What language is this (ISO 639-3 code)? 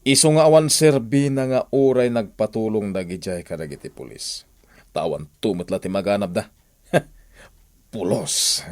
ilo